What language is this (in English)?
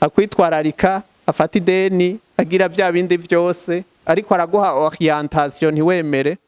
Rundi